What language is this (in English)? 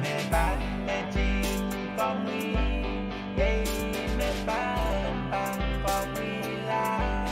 Pohnpeian